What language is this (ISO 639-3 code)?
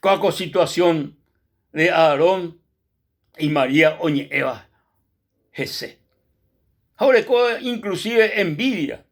grn